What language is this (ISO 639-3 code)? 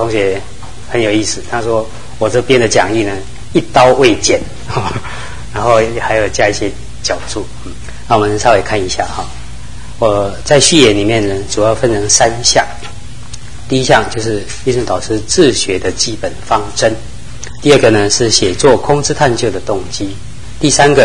zho